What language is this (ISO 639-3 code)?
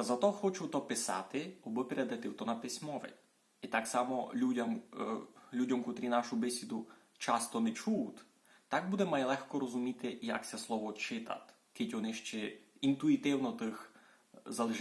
rue